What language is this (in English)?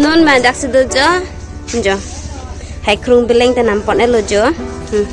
Karbi